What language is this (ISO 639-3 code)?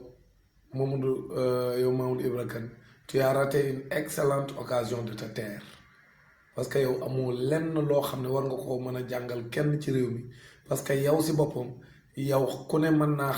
wol